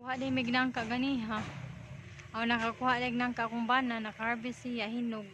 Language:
Cebuano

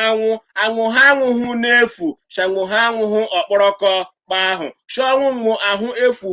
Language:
Igbo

